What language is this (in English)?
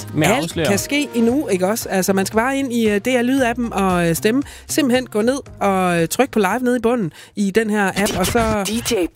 Danish